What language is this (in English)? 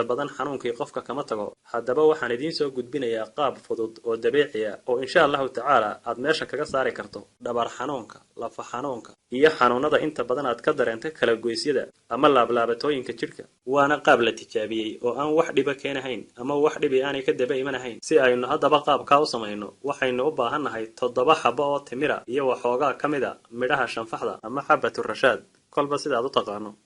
Somali